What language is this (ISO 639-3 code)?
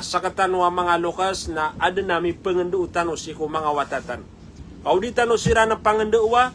mrw